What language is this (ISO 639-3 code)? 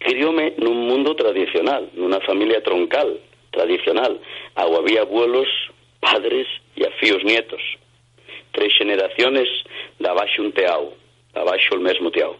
ast